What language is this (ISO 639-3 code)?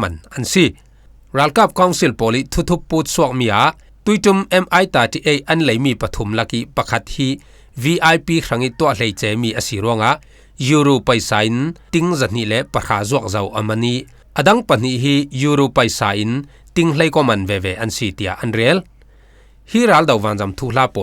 cfm